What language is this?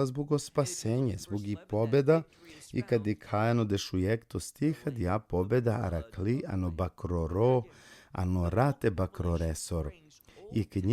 Balkan Romani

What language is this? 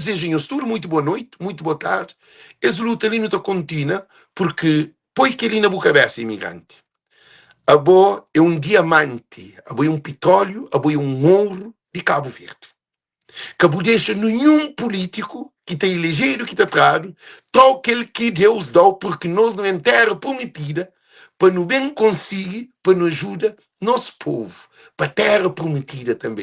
Kabuverdianu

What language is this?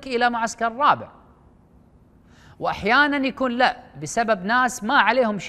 Arabic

